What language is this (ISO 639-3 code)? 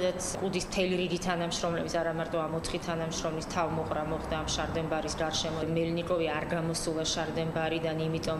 kat